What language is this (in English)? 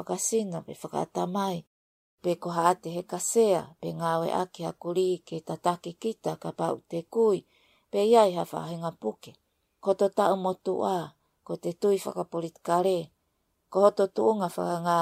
Tongan